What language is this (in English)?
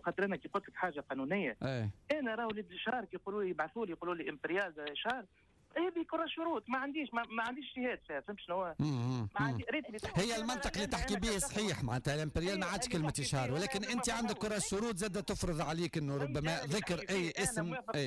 Tunisian Arabic